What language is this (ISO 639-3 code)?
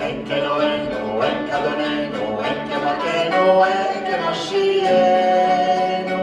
lad